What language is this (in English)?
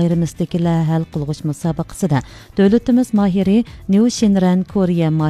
Uyghur